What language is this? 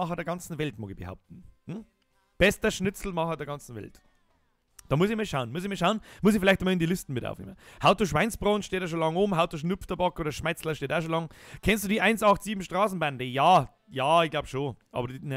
Bavarian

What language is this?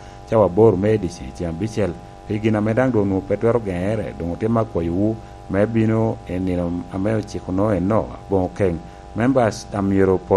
Lango (Uganda)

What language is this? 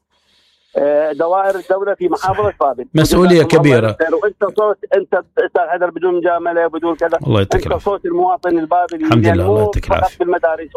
Mesopotamian Arabic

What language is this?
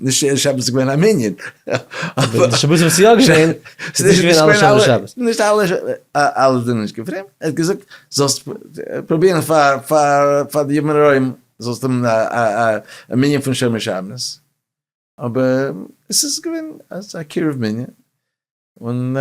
Yiddish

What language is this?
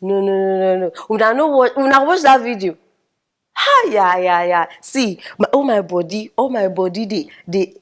Nigerian Pidgin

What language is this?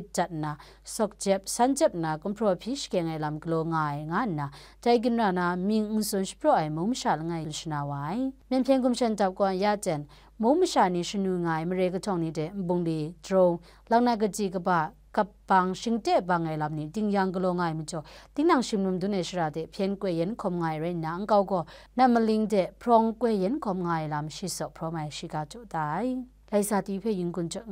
Kachin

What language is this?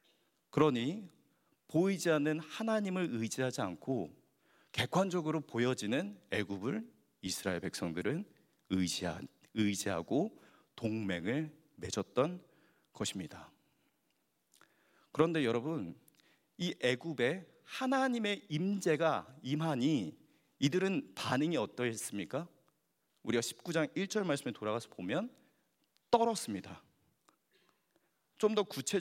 Korean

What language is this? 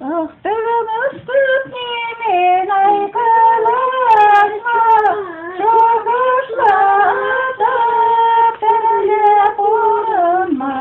Chuvash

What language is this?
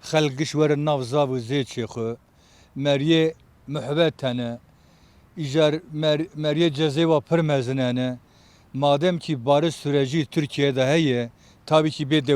Kurdish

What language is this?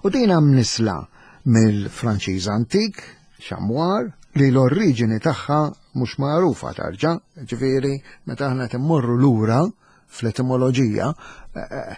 Maltese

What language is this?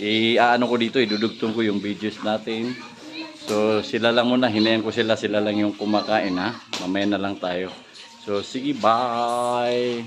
Maranao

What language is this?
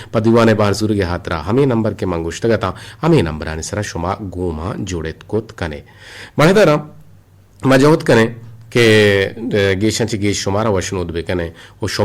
Eastern Balochi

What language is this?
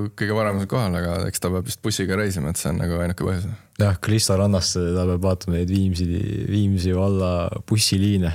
Estonian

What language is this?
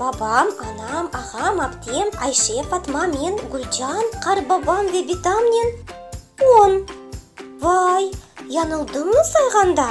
Crimean Tatar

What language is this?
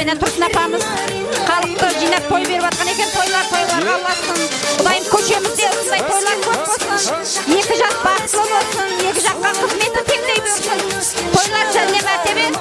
Kara-Kalpak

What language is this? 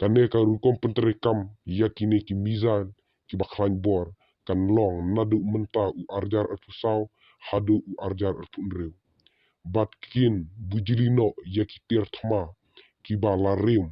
Khasi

